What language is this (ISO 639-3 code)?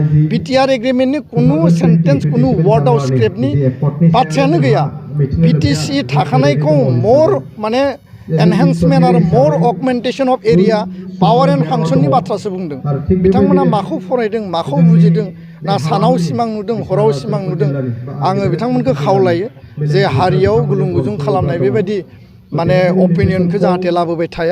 brx